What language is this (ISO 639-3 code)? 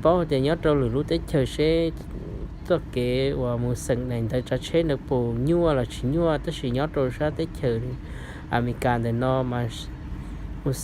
hmn